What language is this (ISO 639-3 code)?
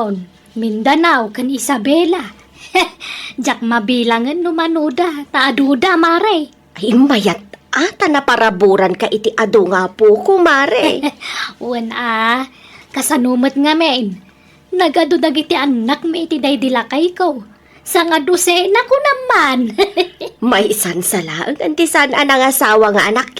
ilo